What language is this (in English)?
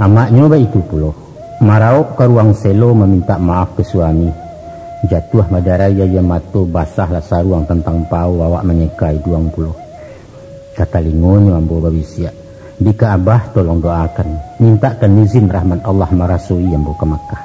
Minangkabau